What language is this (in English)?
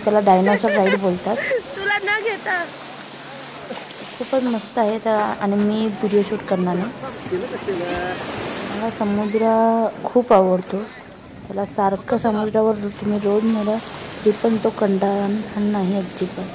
Marathi